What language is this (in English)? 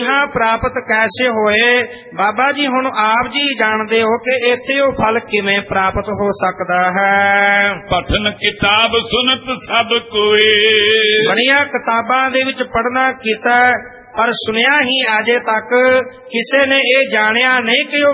Punjabi